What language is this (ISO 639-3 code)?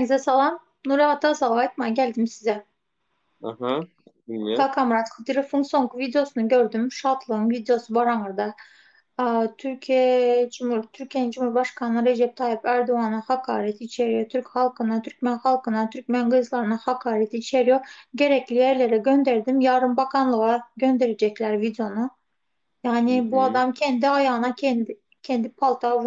tuk